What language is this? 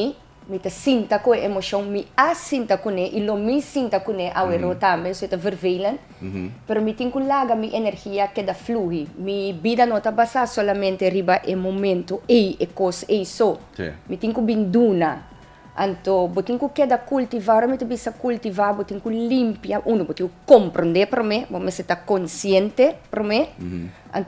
Papiamento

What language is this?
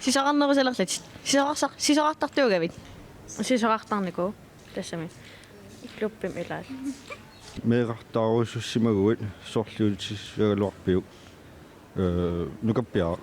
Kalaallisut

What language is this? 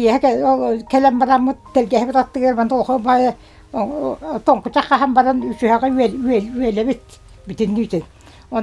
Yakut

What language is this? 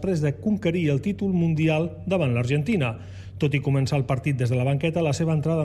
Catalan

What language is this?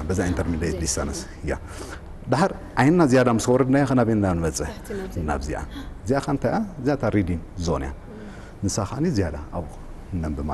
Tigrinya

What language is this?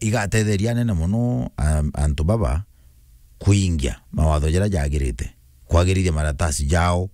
Meru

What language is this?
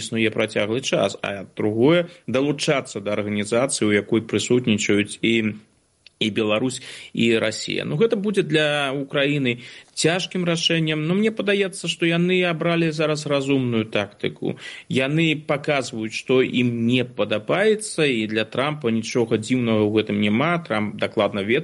Belarusian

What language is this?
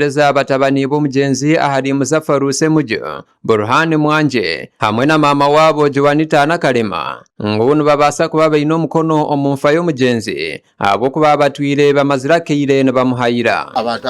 Nyankole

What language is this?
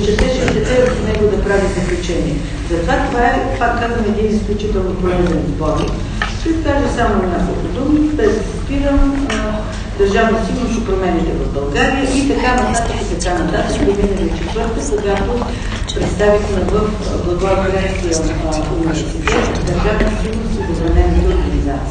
Bulgarian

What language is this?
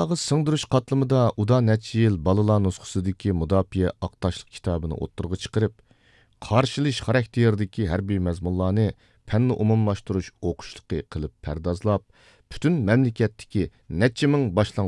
Uyghur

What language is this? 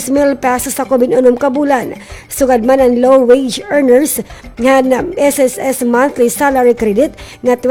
Waray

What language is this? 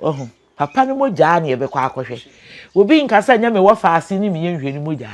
Akan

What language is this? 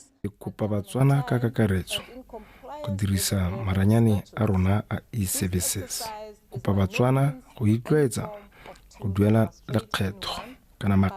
Tswana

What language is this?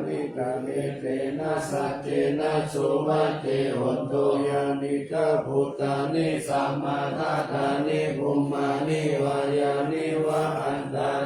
Pali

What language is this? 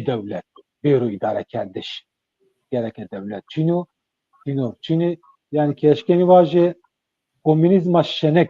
Zaza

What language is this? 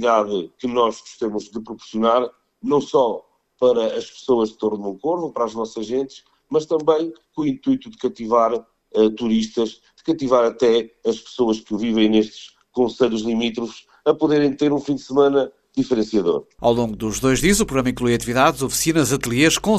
Portuguese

